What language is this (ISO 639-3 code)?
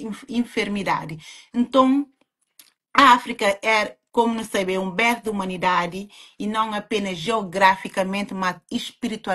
kea